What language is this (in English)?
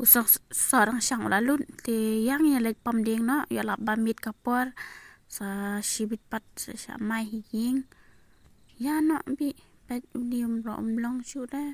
Khasi